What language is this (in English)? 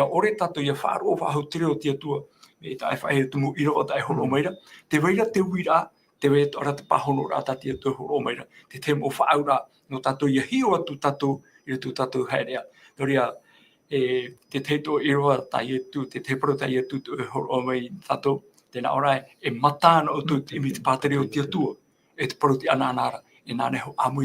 Tahitian